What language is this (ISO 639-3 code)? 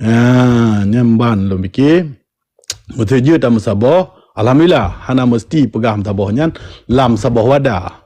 ace